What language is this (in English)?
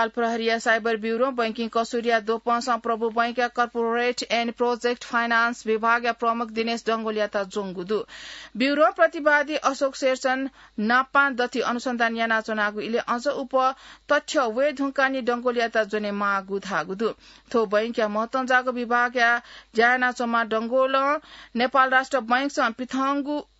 Newari